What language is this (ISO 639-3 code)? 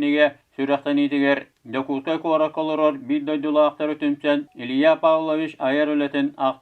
sah